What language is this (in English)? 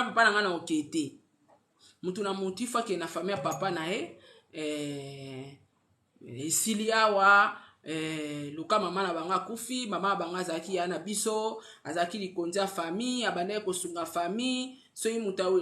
Lingala